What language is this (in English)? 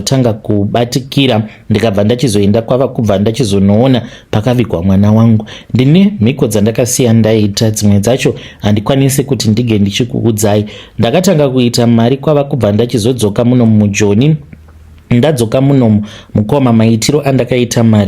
Shona